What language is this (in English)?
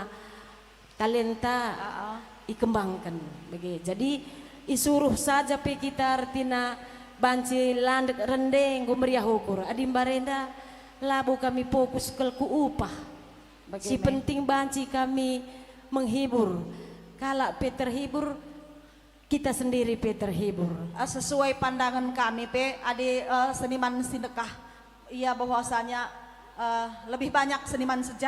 Batak Karo